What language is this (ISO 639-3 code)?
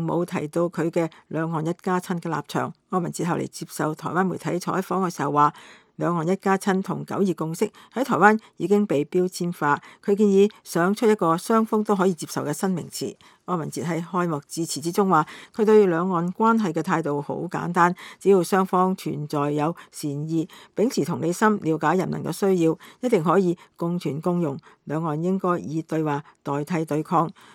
yue